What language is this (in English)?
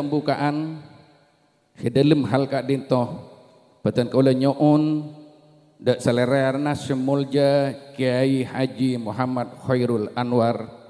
Madurese